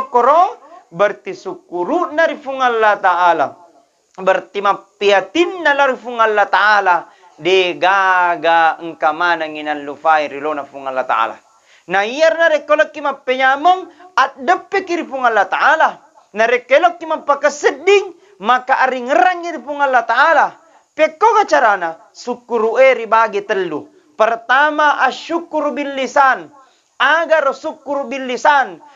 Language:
Buginese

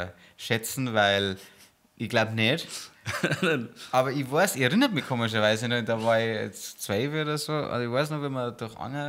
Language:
Bavarian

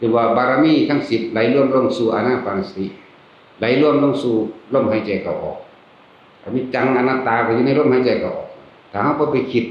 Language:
Northeastern Thai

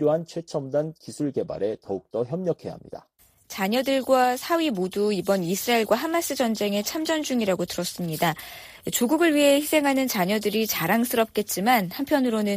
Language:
Korean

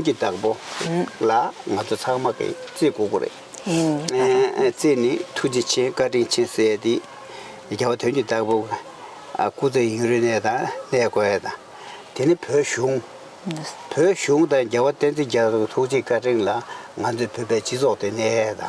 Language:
Tibetan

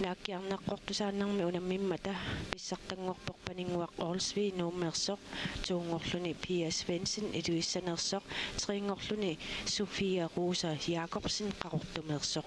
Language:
Kalaallisut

